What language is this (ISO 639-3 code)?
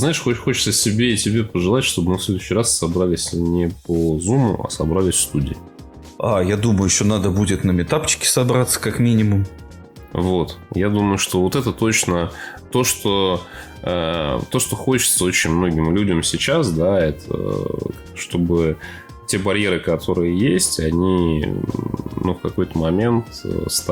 rus